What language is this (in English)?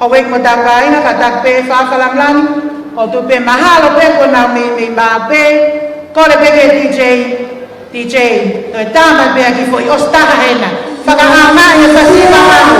Tongan